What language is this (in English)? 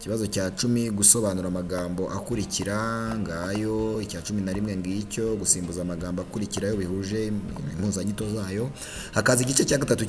Kinyarwanda